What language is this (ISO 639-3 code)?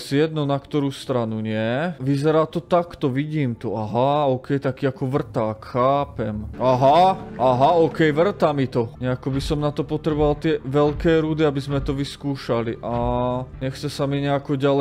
slk